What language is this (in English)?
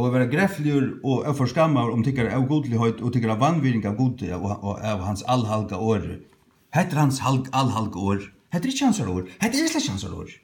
Faroese